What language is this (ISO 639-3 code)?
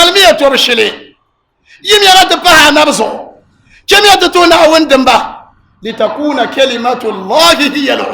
dag